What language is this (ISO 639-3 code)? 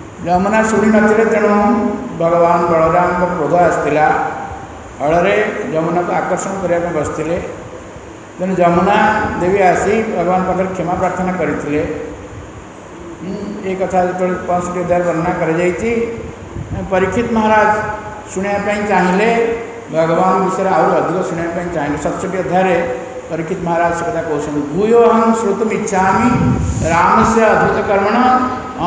ori